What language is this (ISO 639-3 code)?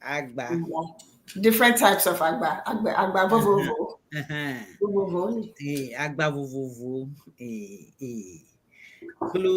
ewe